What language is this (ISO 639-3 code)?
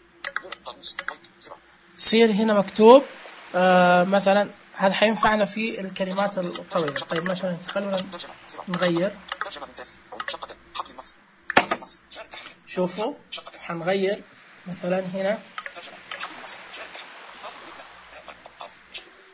ars